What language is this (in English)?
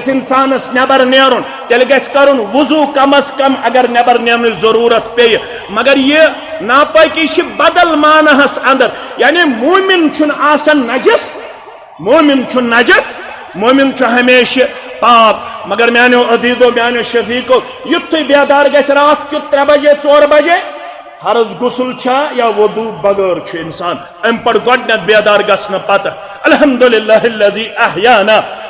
Kashmiri